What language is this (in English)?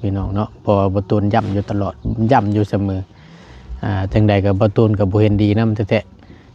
Lao